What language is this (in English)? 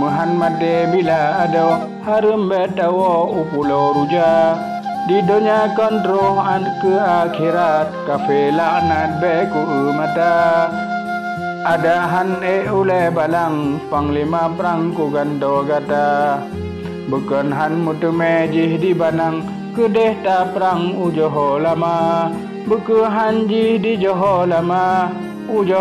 Achinese